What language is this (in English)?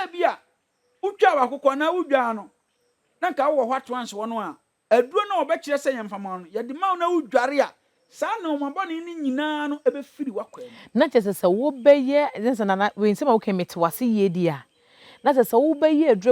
Akan